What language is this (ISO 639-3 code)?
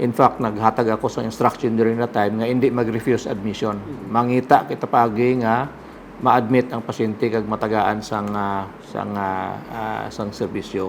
hil